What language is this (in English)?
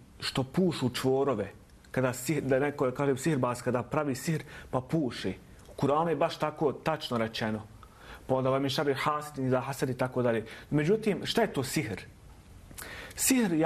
Bosnian